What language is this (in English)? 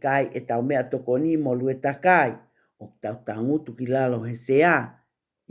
Tongan